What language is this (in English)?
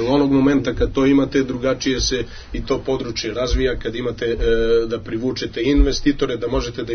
Serbian